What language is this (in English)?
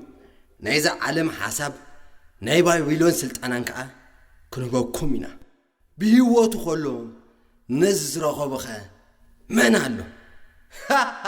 Tigrinya